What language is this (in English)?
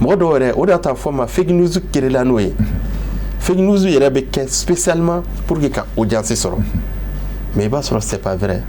Bambara